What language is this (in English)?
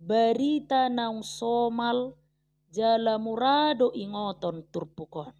Batak Toba